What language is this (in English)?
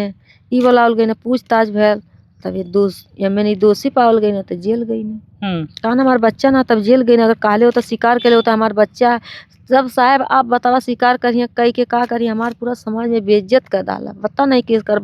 Bhojpuri